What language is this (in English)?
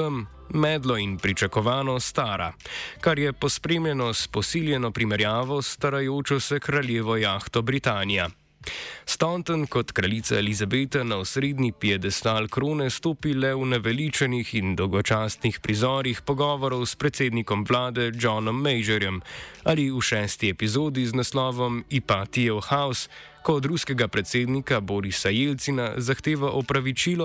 Slovenian